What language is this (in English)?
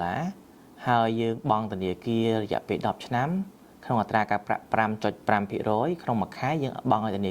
Khmer